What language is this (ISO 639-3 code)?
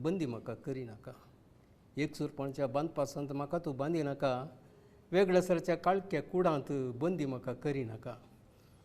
kok